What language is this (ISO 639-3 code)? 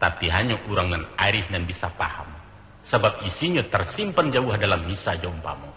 min